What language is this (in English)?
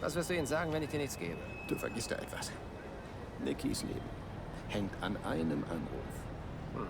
Bavarian